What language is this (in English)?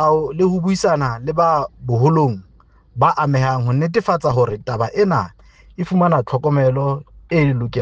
Southern Sotho